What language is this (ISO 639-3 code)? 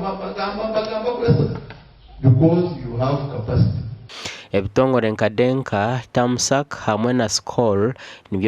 nyn